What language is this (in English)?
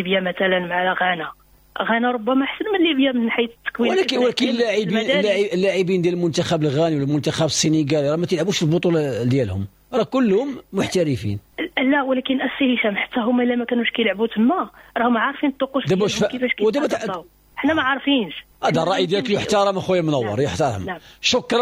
Moroccan Arabic